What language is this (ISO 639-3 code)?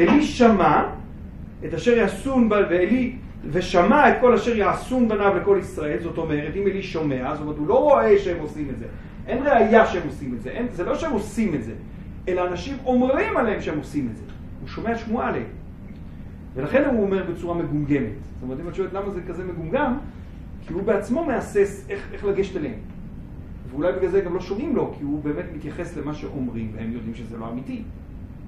heb